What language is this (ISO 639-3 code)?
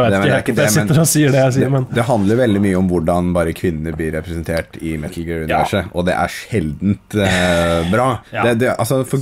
nor